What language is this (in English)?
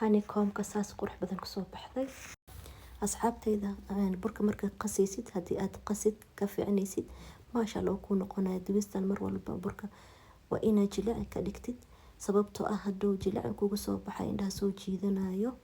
Somali